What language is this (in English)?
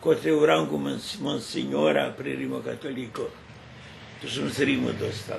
Rusyn